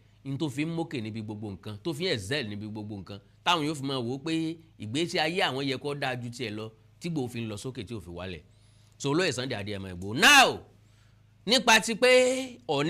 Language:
Yoruba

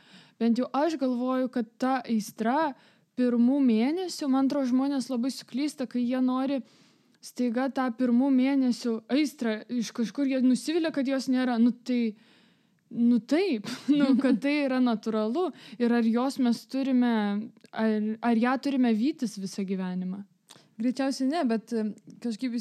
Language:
Lithuanian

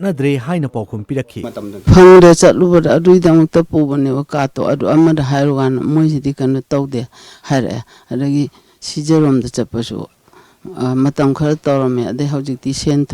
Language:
Manipuri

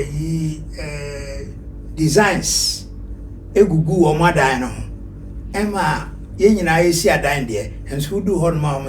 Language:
Akan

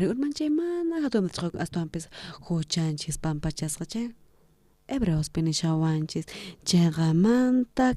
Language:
South Bolivian Quechua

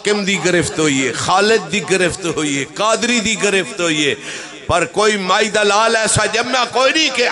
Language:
Saraiki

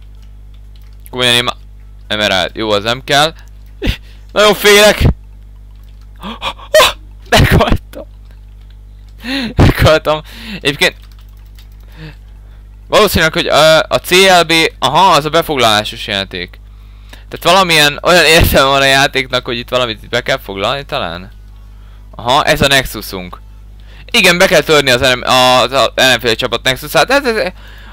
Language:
Hungarian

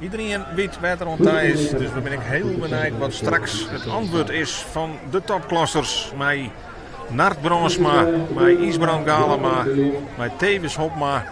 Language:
Western Frisian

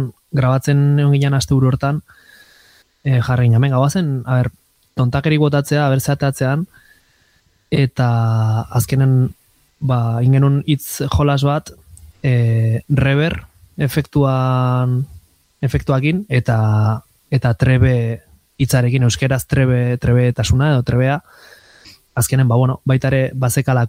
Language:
Basque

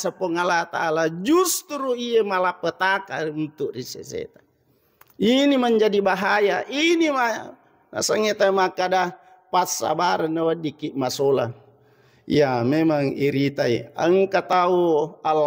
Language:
Buginese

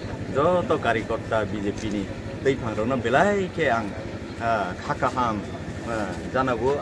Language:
Kok Borok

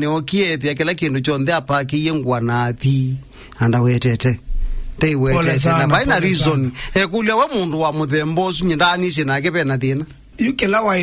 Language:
Kamba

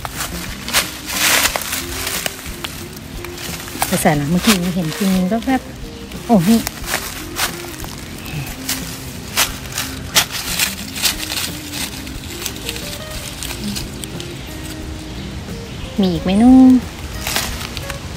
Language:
Thai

